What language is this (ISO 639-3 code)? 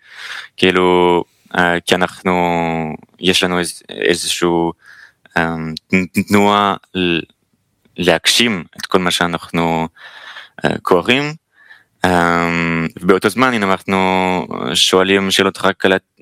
heb